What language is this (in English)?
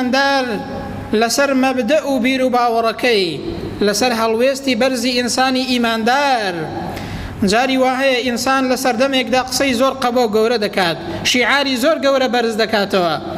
Central Kurdish